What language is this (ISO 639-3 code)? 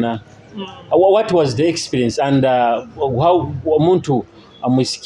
nyo